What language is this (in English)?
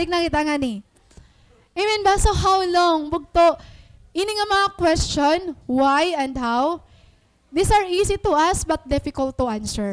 Waray